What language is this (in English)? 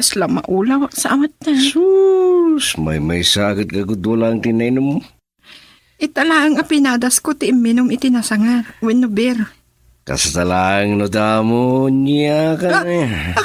Iloko